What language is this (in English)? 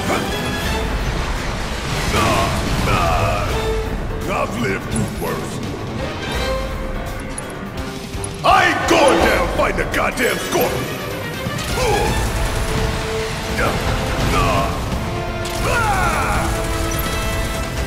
English